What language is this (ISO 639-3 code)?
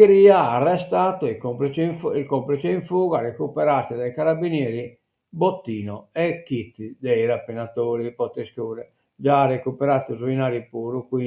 srd